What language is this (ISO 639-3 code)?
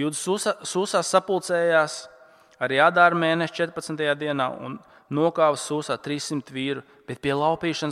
lav